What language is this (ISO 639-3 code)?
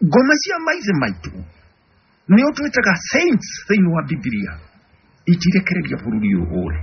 kik